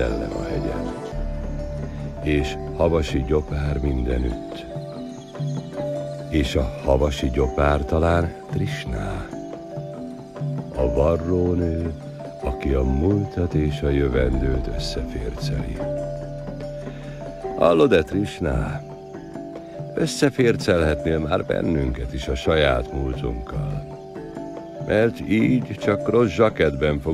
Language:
Hungarian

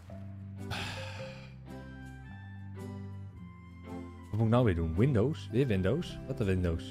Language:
Dutch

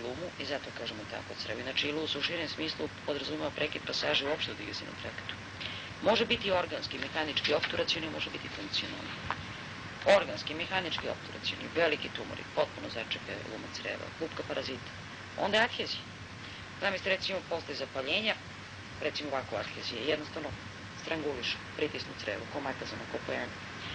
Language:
Serbian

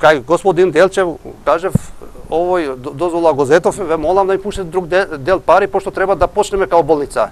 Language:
Macedonian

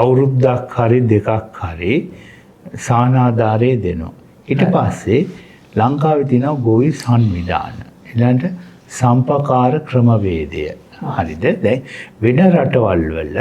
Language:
Sinhala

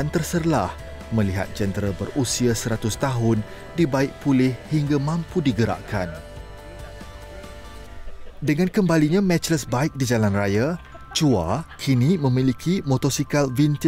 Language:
Malay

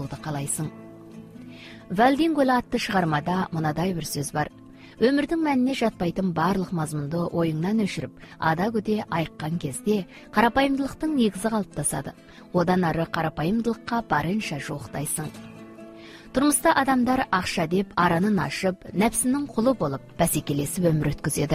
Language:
Kazakh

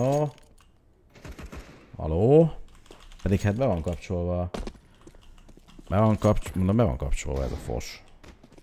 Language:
Hungarian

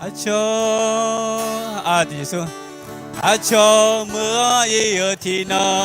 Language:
Akha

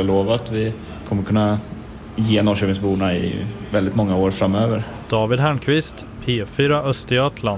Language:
Swedish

